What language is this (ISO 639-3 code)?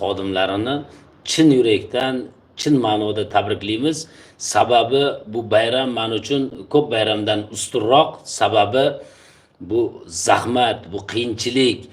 uzb